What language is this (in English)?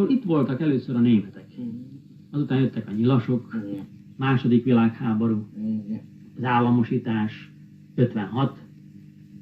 Hungarian